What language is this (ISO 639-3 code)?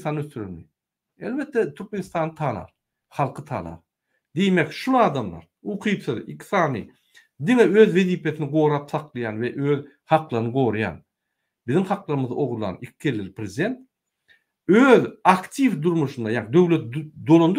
tuk